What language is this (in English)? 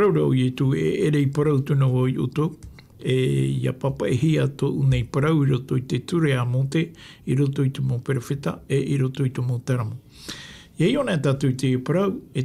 Tahitian